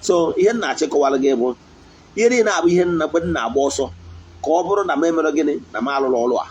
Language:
Igbo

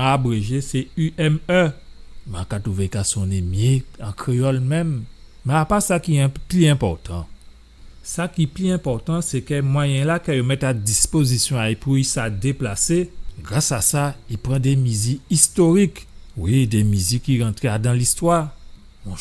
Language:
Guadeloupean Creole French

